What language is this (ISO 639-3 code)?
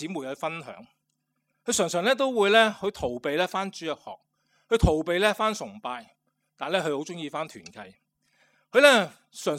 yue